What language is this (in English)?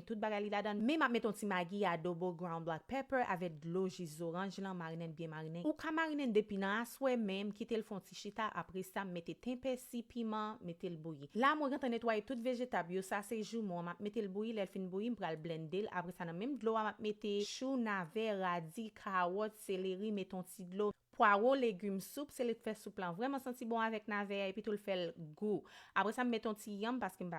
Haitian Creole